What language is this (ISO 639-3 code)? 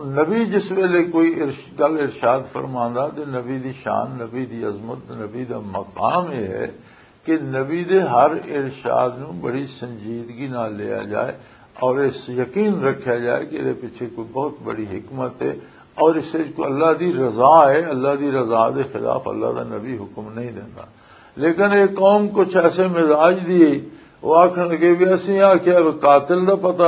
lah